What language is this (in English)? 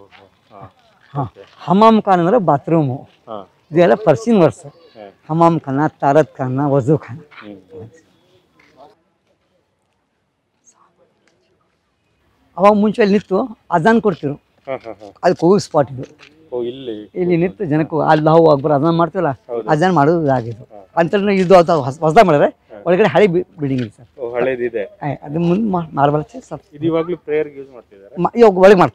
Kannada